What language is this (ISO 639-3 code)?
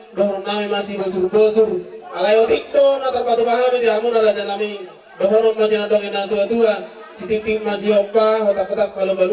bbc